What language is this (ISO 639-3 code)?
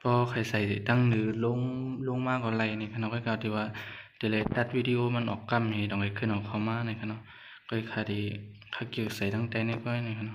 shn